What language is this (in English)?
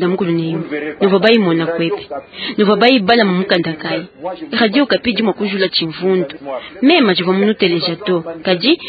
Luba-Lulua